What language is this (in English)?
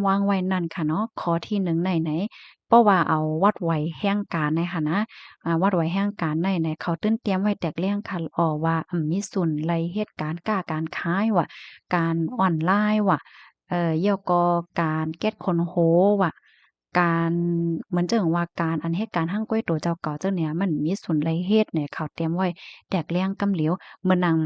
Shan